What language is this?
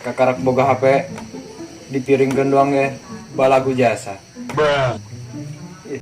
Sundanese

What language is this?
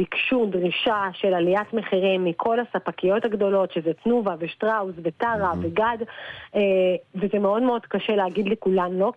Hebrew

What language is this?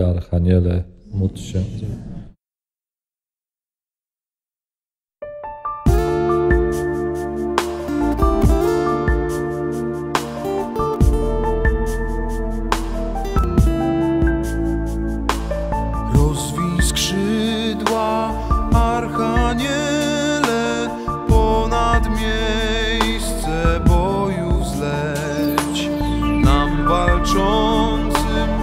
Polish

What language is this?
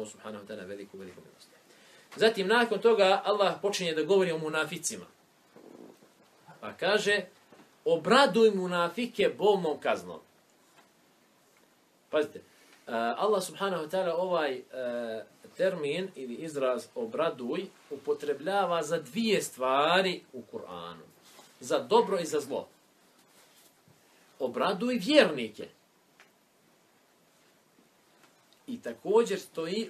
Bosnian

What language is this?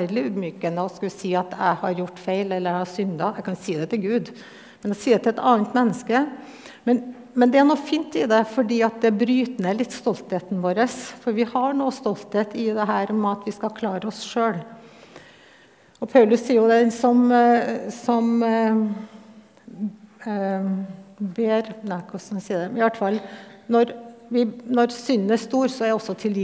Norwegian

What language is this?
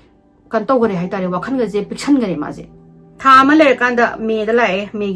Manipuri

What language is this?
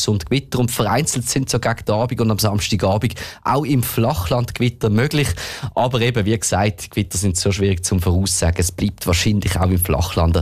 German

